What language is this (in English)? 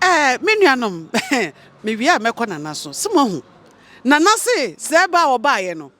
Akan